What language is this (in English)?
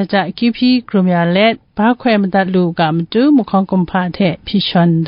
Kachin